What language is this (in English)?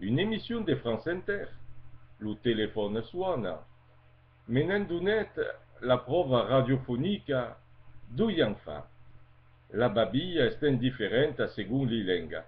Occitan